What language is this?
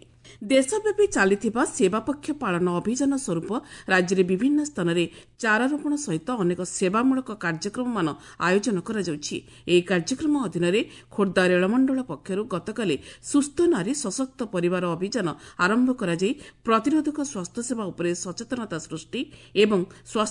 Odia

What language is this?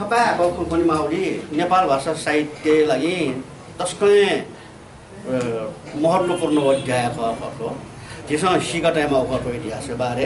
Newari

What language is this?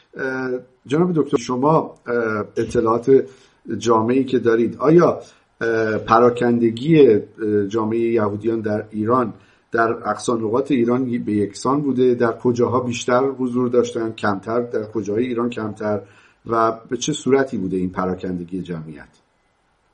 Persian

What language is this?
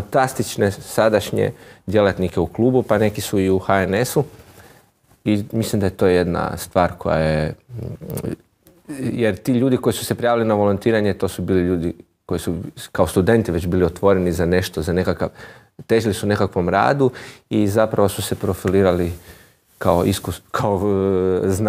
Croatian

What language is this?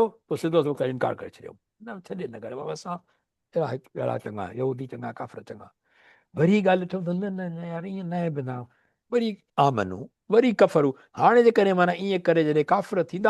Sindhi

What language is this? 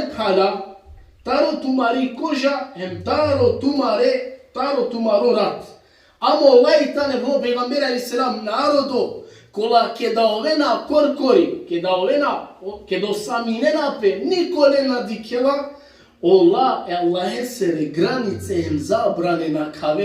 Balkan Romani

